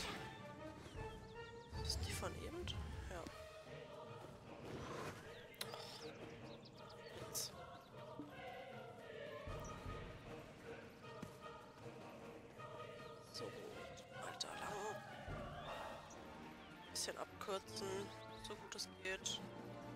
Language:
German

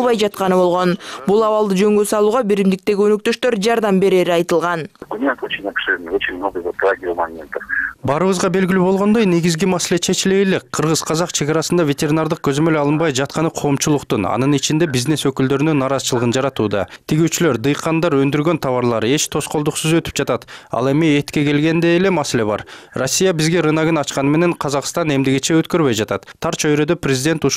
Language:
Kyrgyz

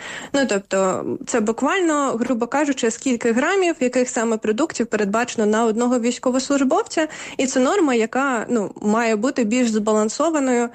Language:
Ukrainian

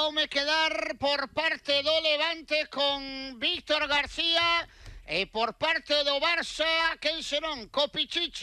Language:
Galician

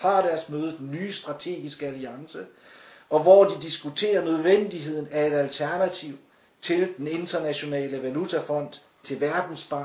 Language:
Danish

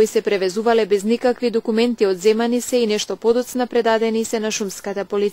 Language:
Macedonian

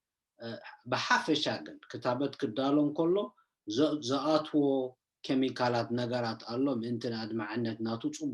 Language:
Tigrinya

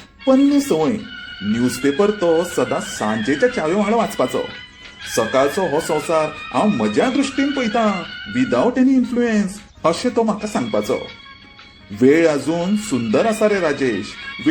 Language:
Konkani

